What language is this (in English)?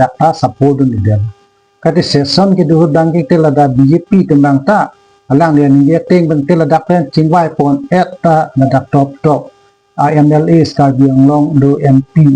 Karbi